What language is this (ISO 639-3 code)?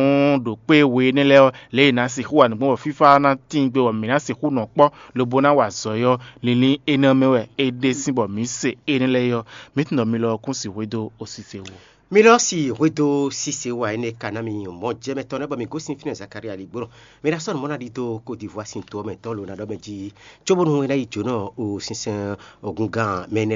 fon